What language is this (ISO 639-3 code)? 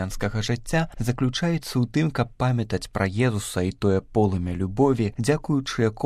bel